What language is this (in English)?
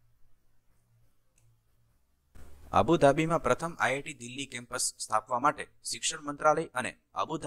Gujarati